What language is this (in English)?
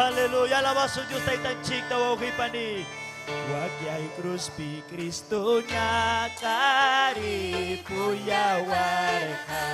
Ayacucho Quechua